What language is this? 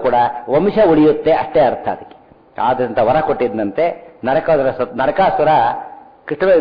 Kannada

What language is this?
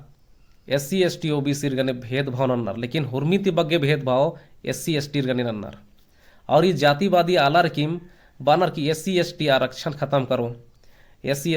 Kurukh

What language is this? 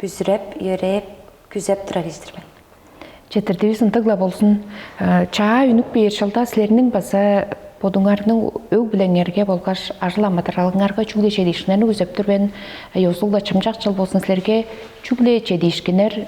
Tuvinian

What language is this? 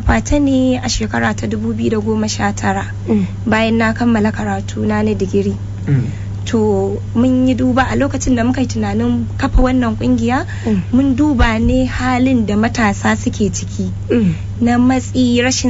Hausa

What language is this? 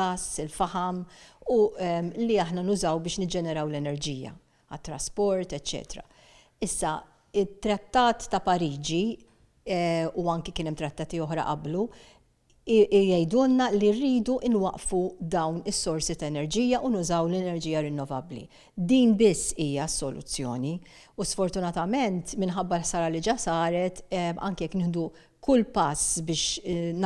Maltese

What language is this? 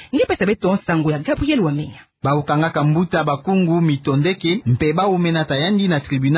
Kituba (Democratic Republic of Congo)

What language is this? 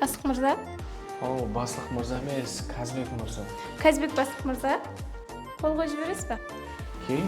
Kara-Kalpak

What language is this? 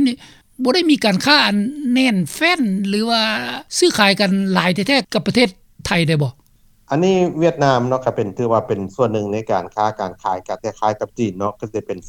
Lao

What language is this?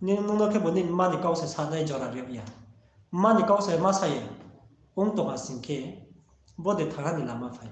Riang (India)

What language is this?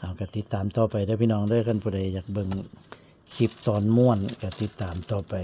Northeastern Thai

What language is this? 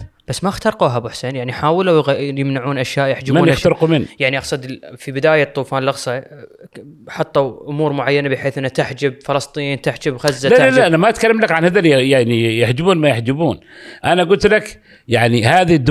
Gulf Arabic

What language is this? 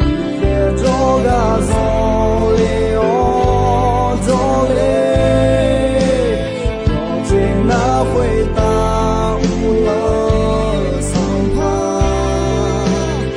Akha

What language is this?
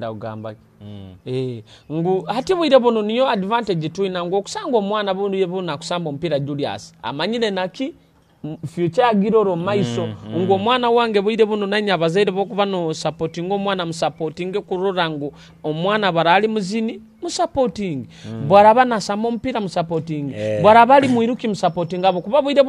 Nyoro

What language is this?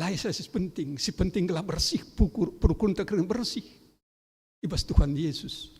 Batak Karo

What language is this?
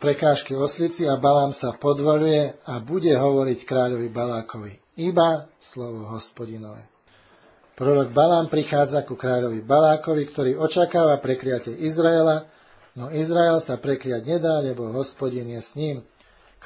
Slovak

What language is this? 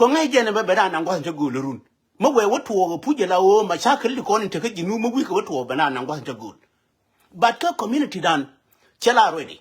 Nuer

